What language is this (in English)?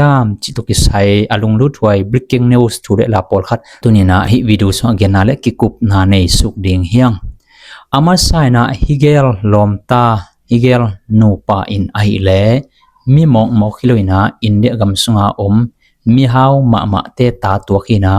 Tedim Chin